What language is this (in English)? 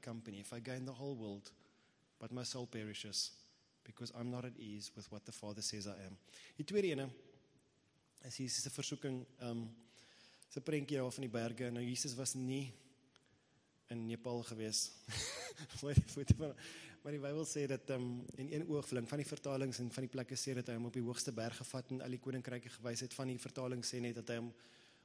Afrikaans